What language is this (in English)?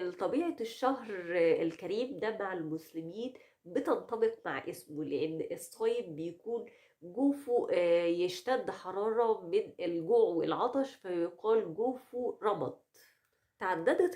Egyptian Arabic